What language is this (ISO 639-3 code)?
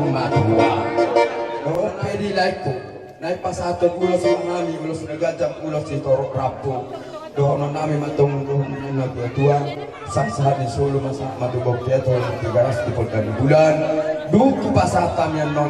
bbc